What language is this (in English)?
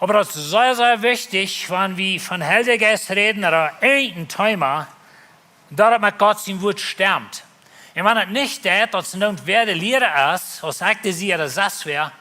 Plautdietsch